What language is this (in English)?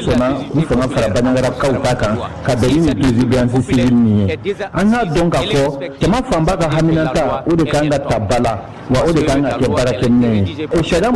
Bambara